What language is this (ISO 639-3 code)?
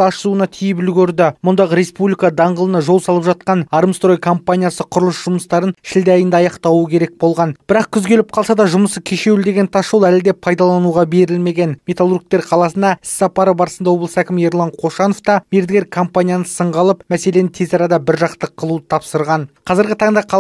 kaz